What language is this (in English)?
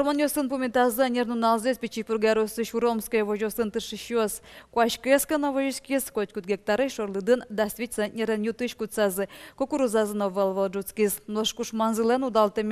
Udmurt